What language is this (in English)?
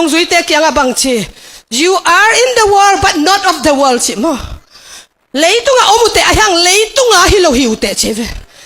Tedim Chin